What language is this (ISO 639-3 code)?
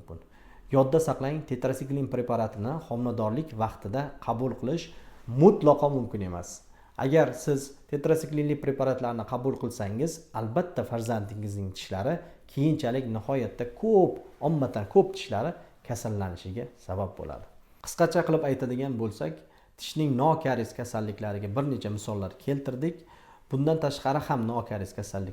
uzb